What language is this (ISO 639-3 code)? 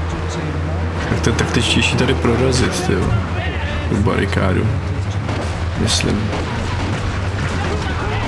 ces